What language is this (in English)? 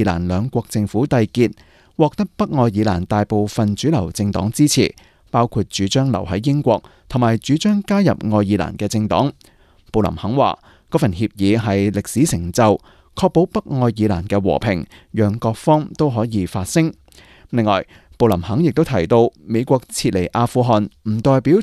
Cantonese